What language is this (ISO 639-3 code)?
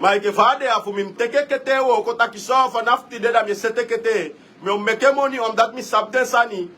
srn